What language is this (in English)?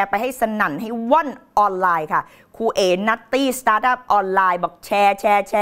Thai